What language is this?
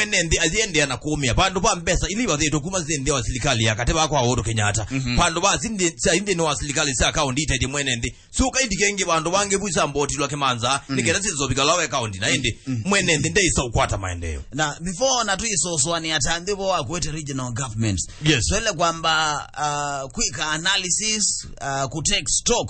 Kamba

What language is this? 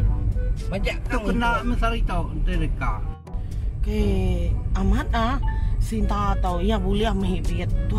Iban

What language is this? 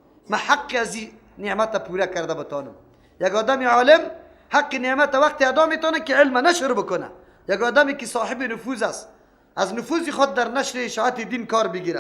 Persian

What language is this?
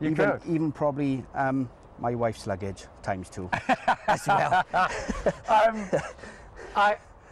English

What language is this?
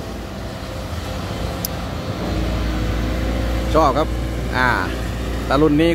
Thai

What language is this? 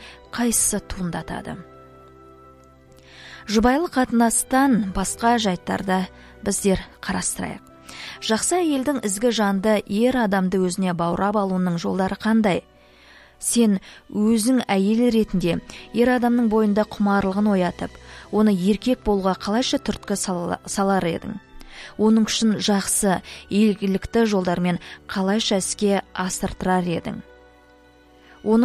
Kazakh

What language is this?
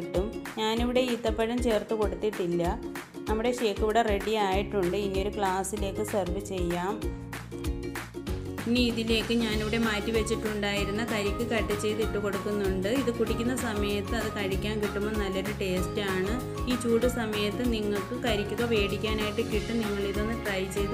Malayalam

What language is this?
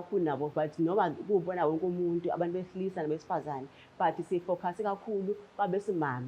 Zulu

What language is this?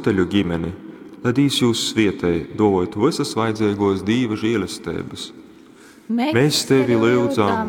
Latgalian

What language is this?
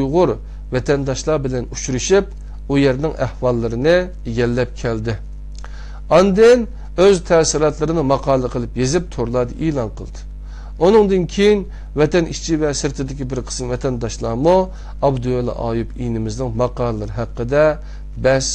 Uyghur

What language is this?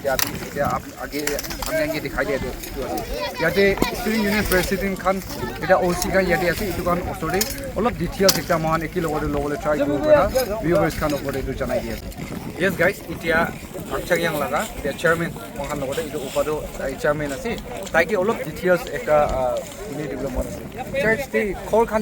Naga Pidgin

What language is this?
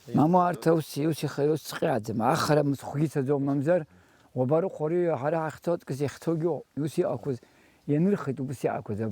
Abkhazian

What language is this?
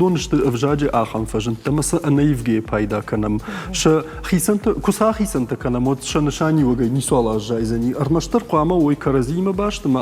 Ossetic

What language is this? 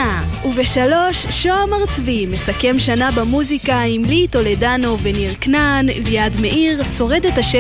Hebrew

